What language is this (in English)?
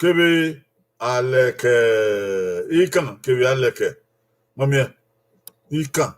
Bini